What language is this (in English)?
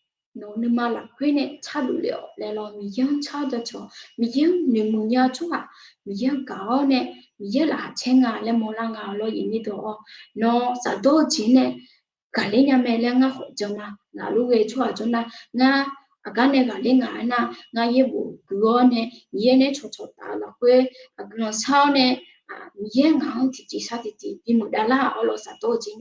Akha